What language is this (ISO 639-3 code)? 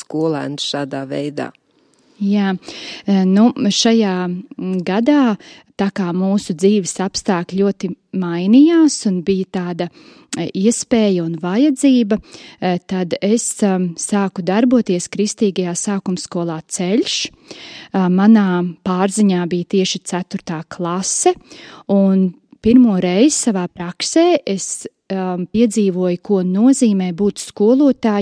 lav